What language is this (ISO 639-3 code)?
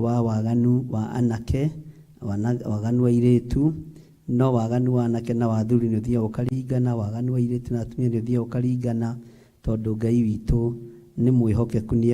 kik